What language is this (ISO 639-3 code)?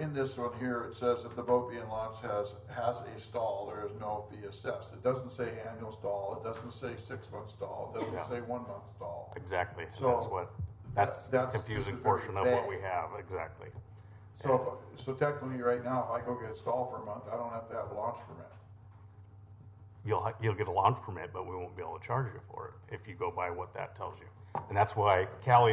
eng